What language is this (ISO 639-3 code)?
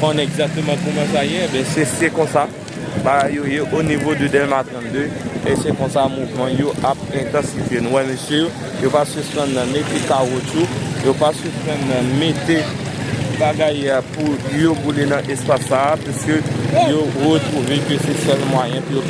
hat